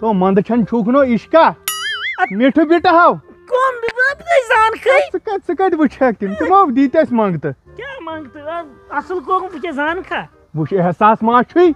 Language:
Kashmiri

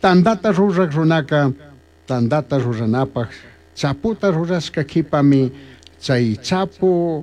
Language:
Chimborazo Highland Quichua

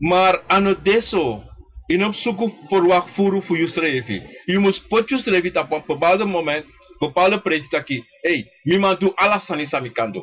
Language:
Sranan Tongo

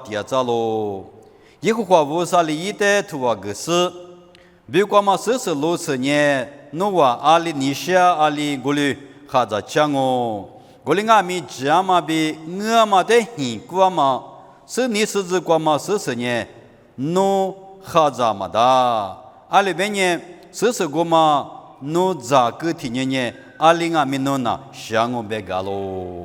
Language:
Lisu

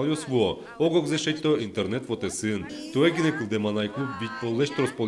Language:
Udmurt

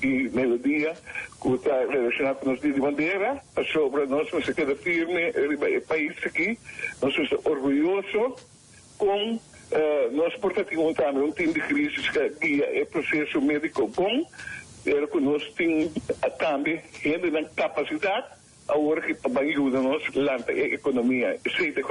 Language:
Papiamento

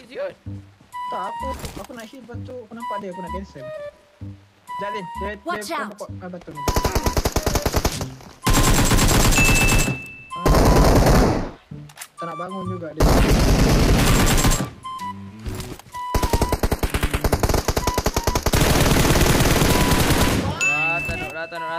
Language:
Malay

